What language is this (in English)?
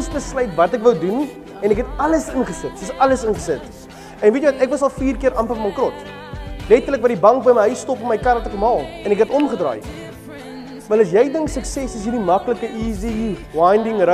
Afrikaans